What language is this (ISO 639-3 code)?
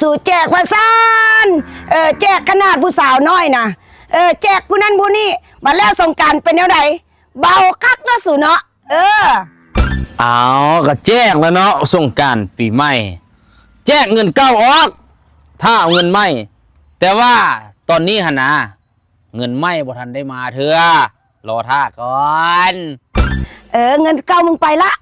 tts